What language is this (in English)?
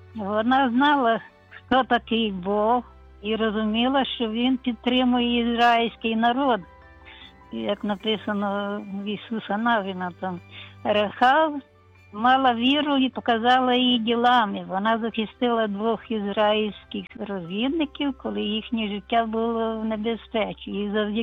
Ukrainian